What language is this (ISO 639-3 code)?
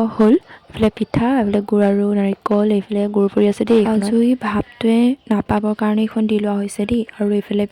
asm